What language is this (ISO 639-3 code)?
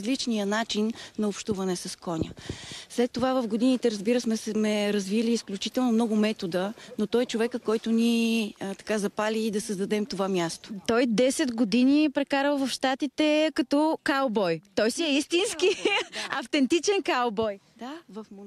bul